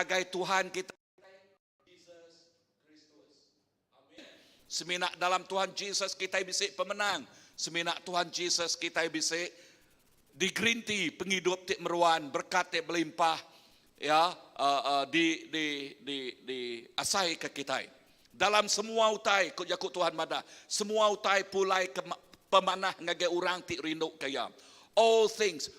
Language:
Iban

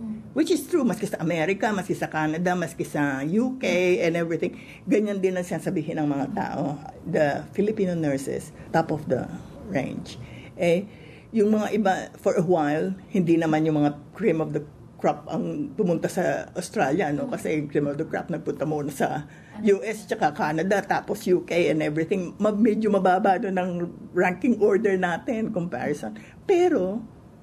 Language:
Filipino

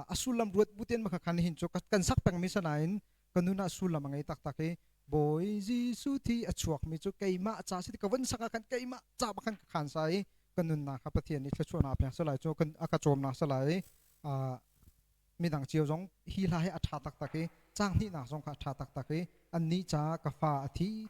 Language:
Hakha Chin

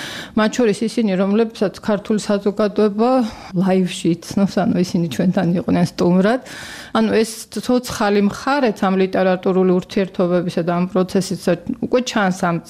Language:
Georgian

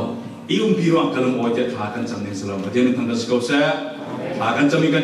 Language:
Falam Chin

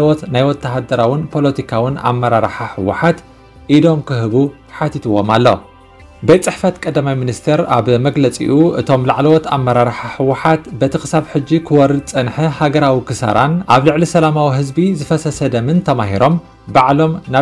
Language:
Tigrinya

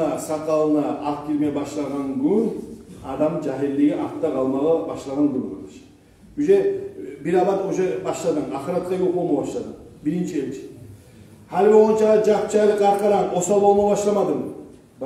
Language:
Kumyk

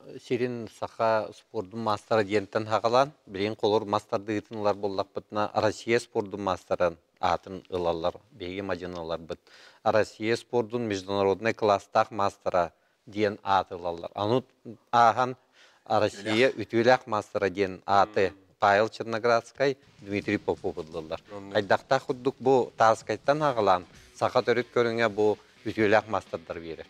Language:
Yakut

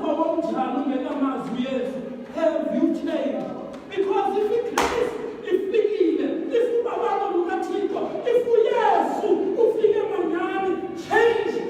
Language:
Xhosa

